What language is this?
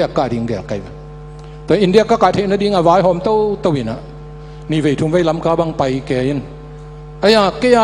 Tedim Chin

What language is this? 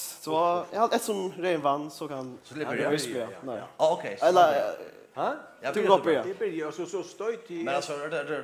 Faroese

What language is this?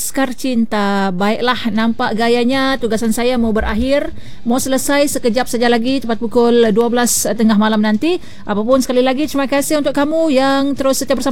Malay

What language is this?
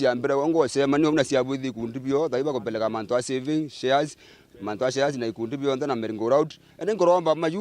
Meru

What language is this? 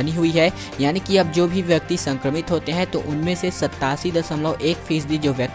Hindi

